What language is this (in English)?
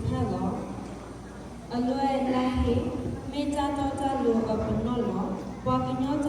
S'gaw Karen